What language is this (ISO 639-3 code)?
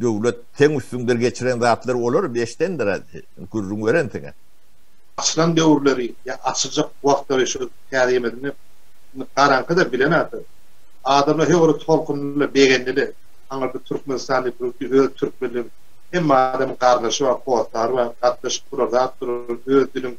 tuk